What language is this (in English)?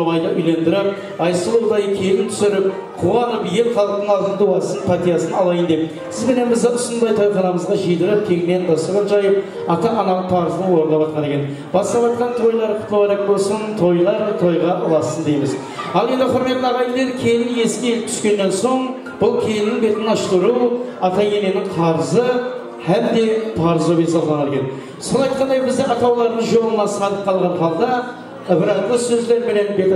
Kara-Kalpak